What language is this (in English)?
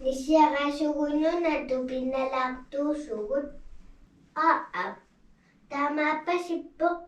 Kalaallisut